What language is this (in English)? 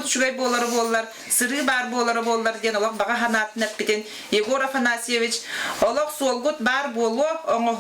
Yakut